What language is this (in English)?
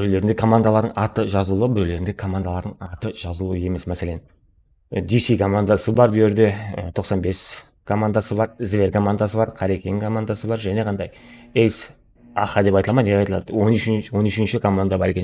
Kara-Kalpak